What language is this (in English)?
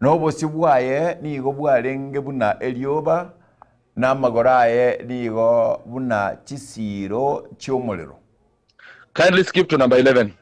Gusii